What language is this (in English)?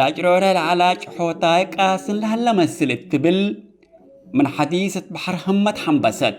Tigre